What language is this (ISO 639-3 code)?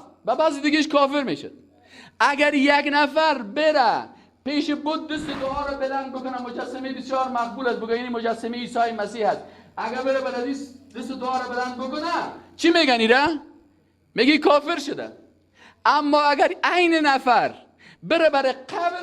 fas